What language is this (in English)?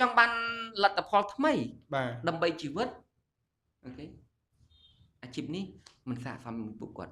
Khmer